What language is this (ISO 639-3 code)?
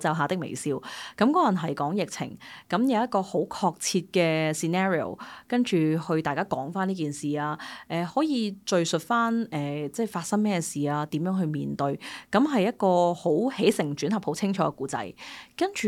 yue